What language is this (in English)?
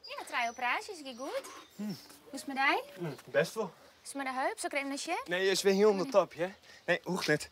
Western Frisian